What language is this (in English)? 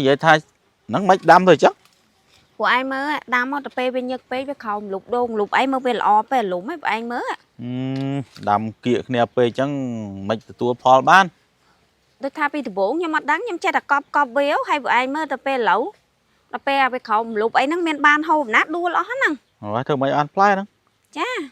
Khmer